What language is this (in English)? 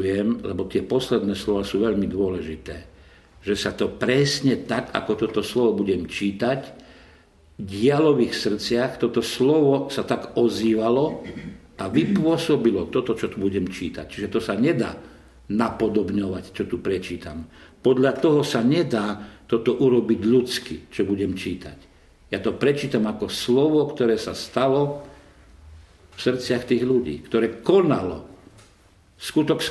Slovak